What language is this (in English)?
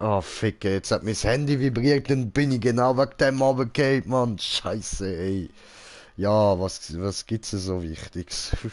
Swiss German